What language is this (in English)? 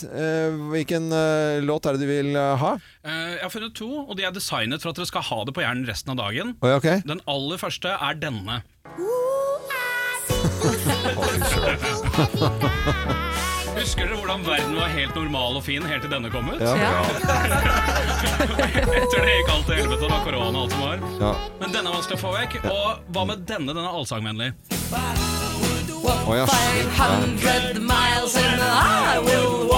Norwegian